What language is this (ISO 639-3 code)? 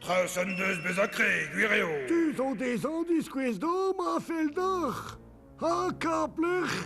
bre